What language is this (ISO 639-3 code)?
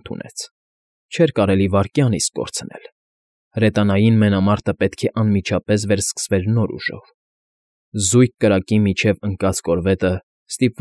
hye